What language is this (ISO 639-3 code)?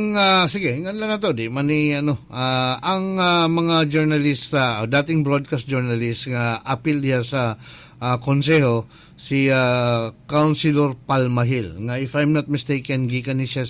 ceb